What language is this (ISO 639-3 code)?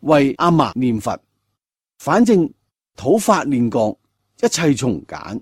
yue